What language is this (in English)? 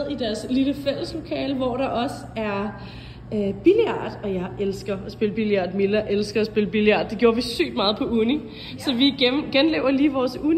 Danish